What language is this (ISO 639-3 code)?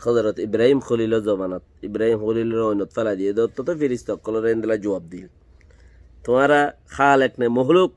rhg